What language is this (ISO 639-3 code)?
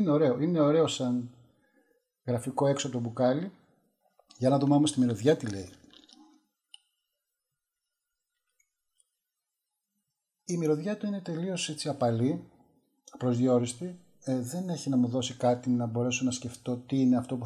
ell